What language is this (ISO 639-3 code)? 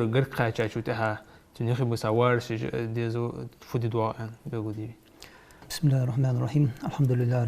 inh